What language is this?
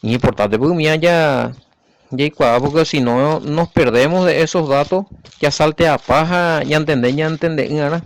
Guarani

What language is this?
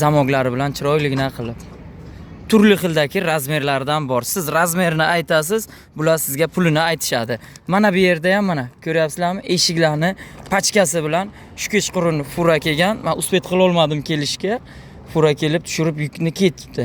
Uzbek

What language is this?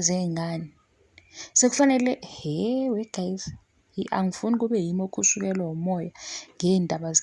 Zulu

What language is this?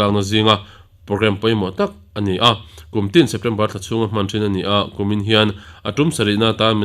Mizo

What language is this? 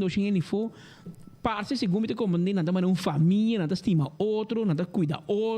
Papiamento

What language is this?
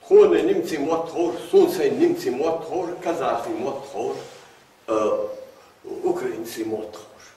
Ingush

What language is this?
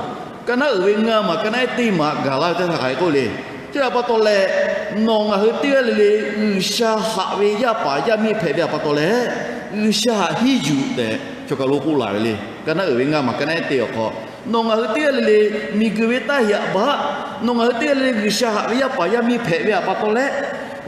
Lahu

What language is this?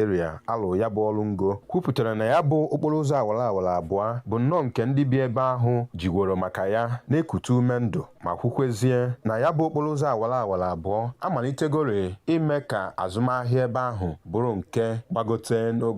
Igbo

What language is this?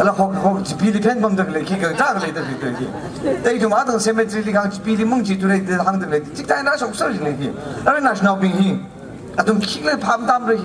Tangkhul Naga (India)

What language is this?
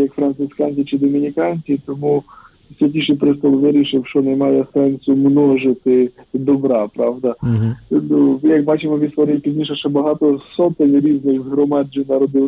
Ukrainian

